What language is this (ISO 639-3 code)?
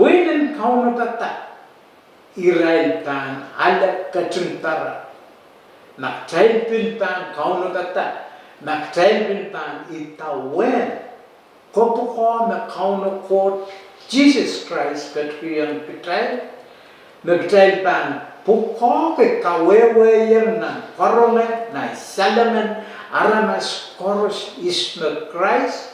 pon